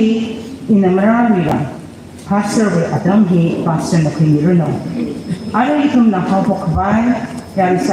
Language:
Tangkhul Naga (India)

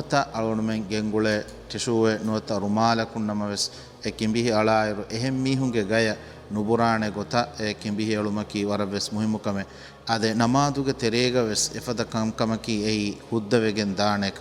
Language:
Divehi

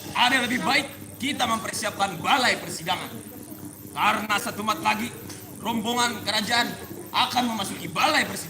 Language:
Banjar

